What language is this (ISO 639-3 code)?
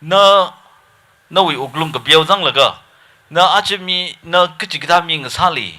nmf